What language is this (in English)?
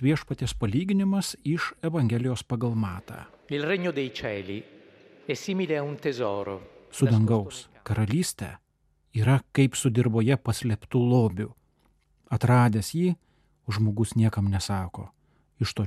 Lithuanian